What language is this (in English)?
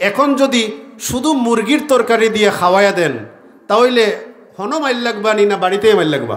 Sylheti